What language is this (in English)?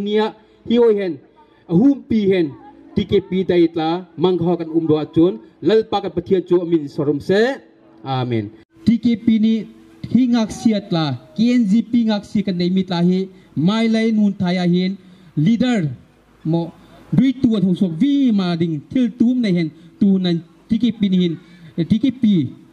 Bawm Chin